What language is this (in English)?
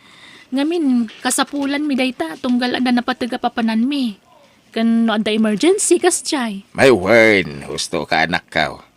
Iloko